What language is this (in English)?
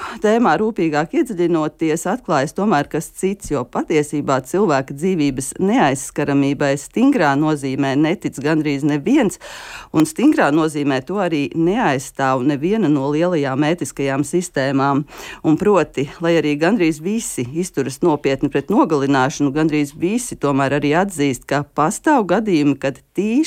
Latvian